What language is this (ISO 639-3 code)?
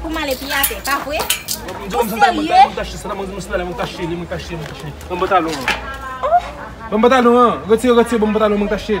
hat